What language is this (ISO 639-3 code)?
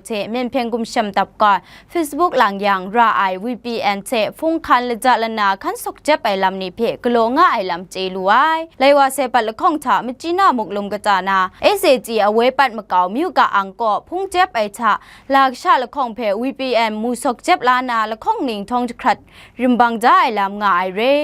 kac